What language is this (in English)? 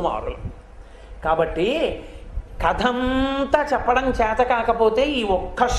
Telugu